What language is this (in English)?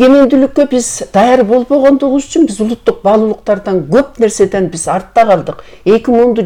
Kyrgyz